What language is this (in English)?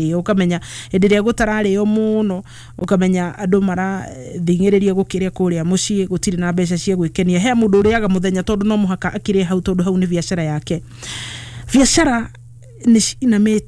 Kikuyu